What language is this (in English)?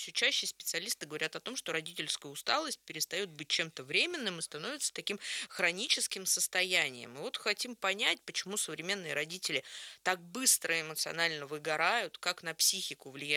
Russian